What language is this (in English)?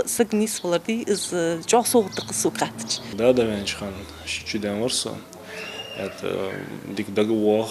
Ingush